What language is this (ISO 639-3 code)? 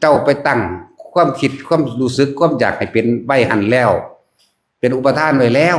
tts